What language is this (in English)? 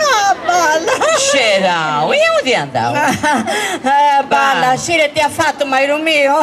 Sardinian